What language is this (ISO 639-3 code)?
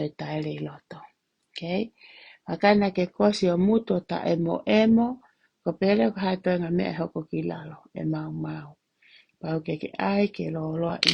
ton